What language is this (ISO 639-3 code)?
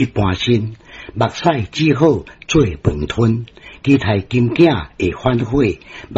nan